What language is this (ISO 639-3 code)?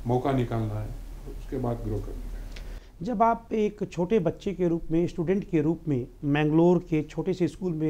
hin